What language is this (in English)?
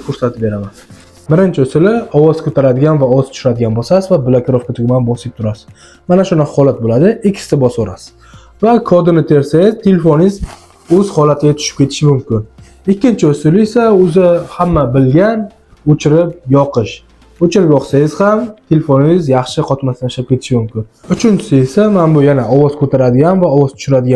Uzbek